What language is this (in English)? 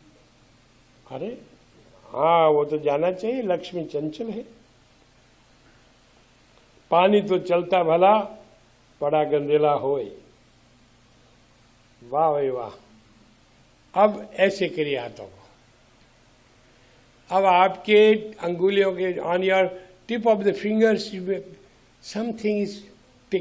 Hindi